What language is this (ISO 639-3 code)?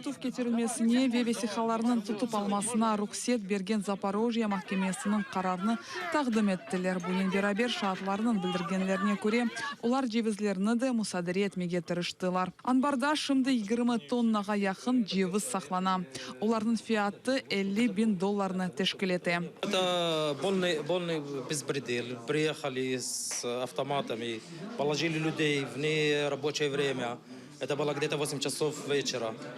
crh